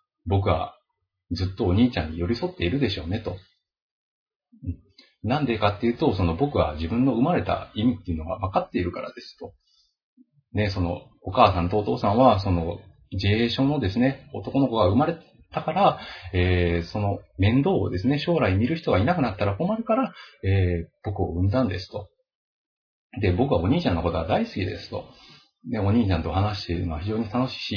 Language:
Japanese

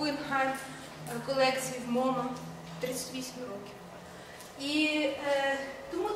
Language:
Ukrainian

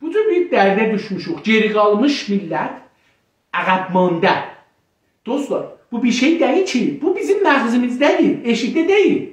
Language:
South Azerbaijani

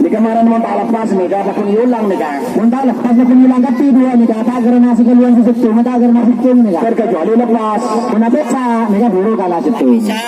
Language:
Madurese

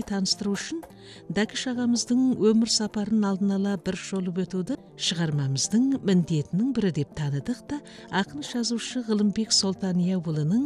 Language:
Kazakh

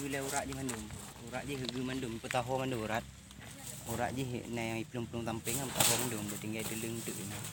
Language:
Achinese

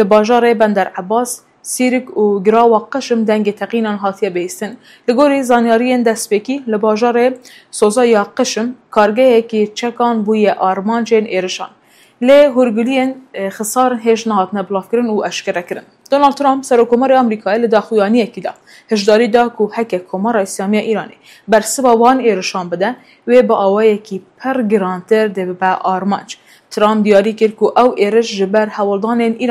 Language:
Kurdish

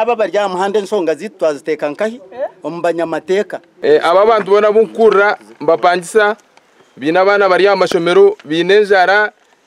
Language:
Nyankole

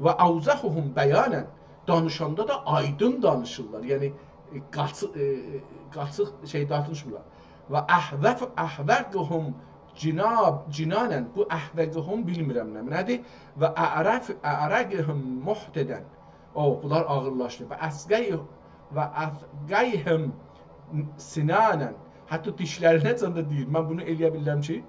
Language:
South Azerbaijani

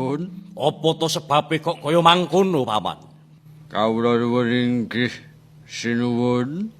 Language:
Javanese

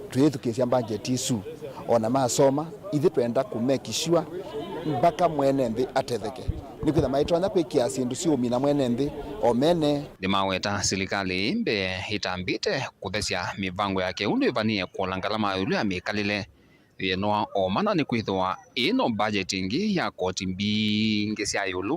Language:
Kamba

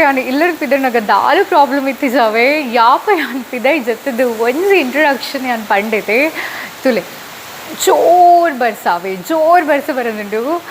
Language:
Tulu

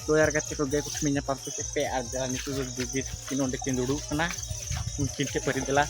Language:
Santali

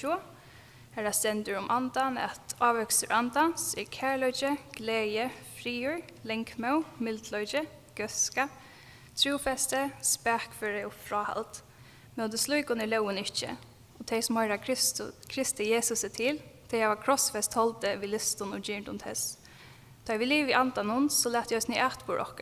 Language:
Faroese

